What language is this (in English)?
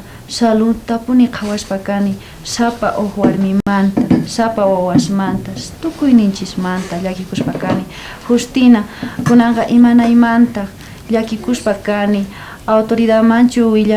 South Bolivian Quechua